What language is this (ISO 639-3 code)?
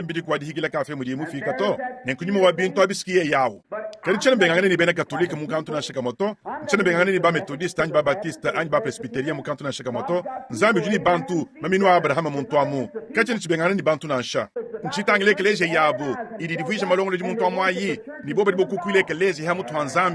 lua